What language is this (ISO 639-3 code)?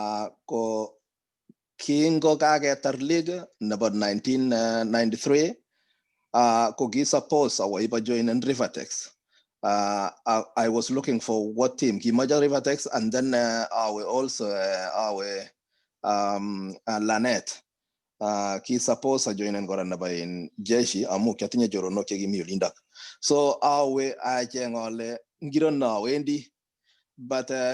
kln